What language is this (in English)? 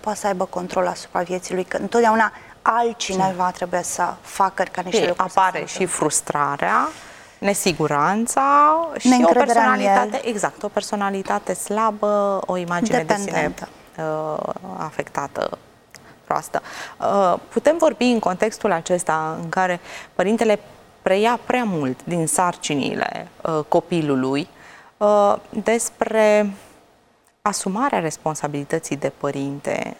Romanian